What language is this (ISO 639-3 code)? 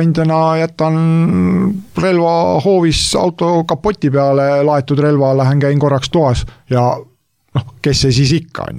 est